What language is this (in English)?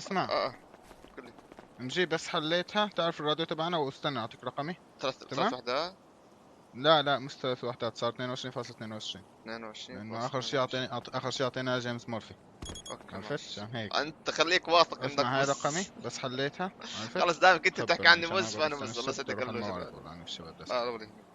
North Levantine Arabic